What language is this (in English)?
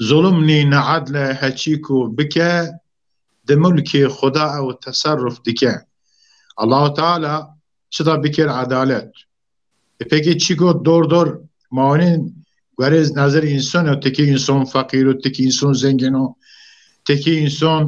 Zaza